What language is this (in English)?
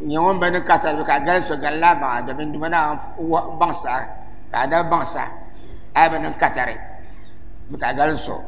Dagbani